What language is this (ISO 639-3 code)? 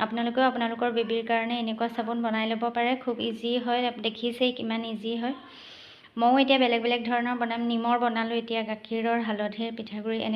asm